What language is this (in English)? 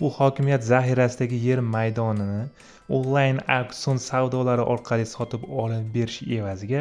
Uzbek